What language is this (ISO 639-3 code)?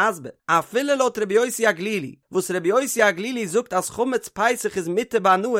yid